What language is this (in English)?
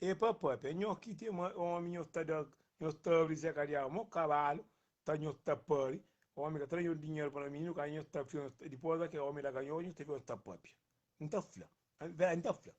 Kabuverdianu